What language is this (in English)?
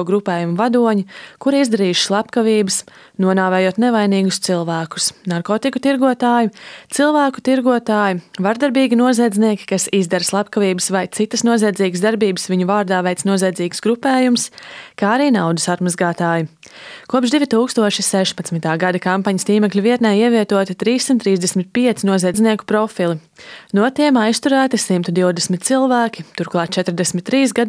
Latvian